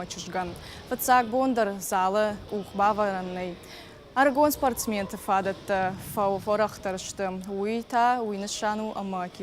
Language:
Ossetic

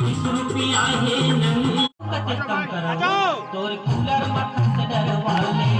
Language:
Chhattisgarhi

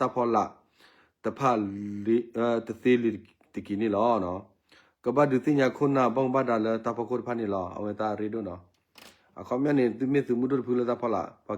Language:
S'gaw Karen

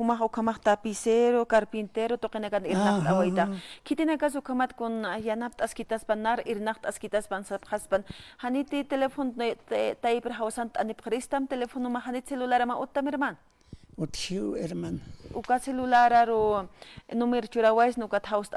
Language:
Aymara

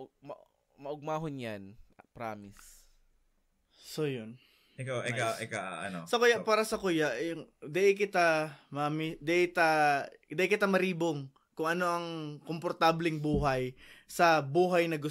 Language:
Bikol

